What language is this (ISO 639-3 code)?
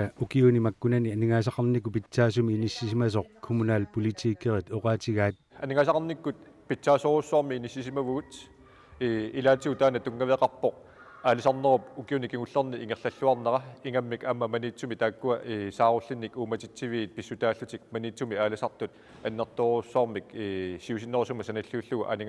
kal